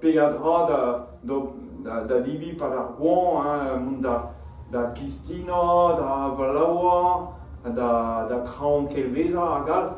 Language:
Breton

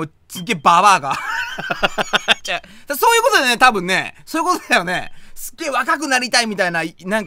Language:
Japanese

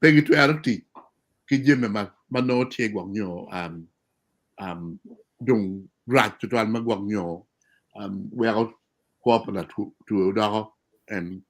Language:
Acoli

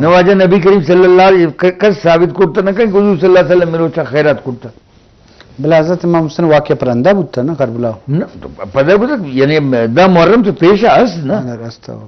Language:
Eastern Balochi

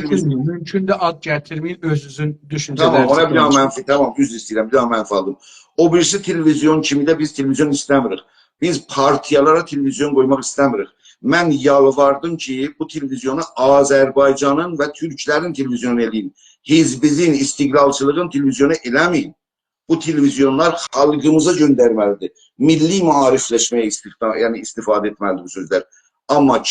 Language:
South Azerbaijani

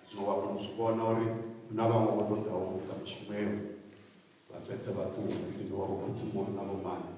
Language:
Venda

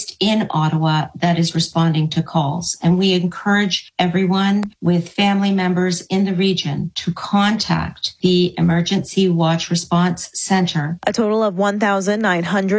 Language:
English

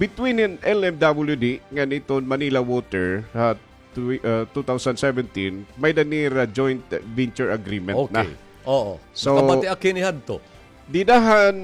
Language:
Waray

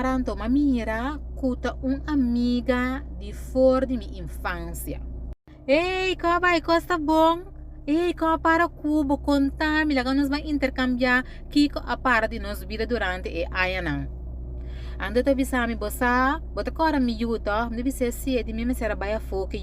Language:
Papiamento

